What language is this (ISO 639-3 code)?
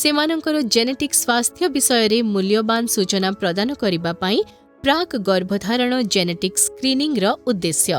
ori